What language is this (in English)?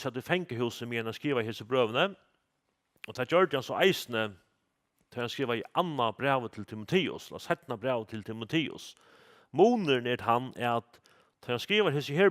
Faroese